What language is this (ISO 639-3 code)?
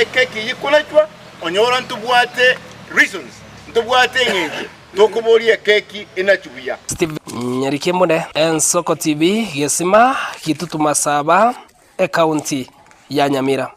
guz